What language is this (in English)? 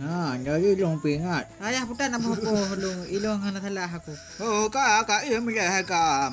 Achinese